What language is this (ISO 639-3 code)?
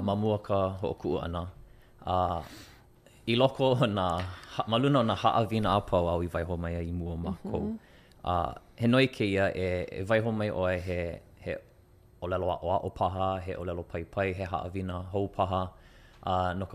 haw